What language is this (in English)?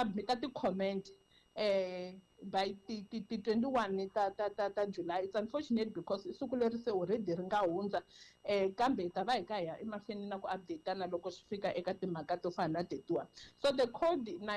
Tsonga